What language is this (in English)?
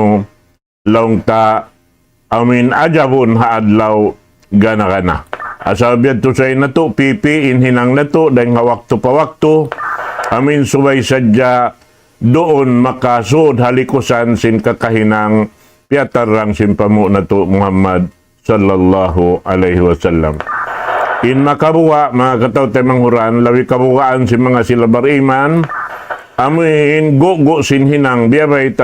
Tausug